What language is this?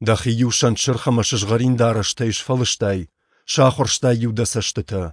Ossetic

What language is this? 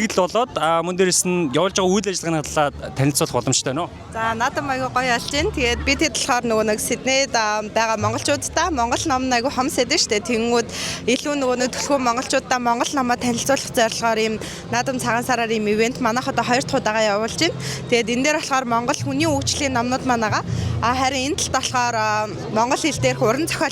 Mongolian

